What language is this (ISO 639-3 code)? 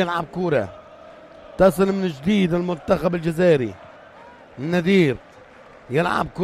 apc